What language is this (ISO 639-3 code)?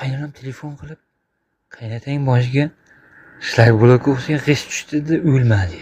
uzb